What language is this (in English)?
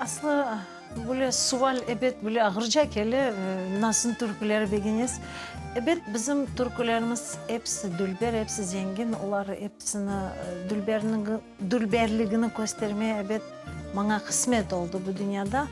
Crimean Tatar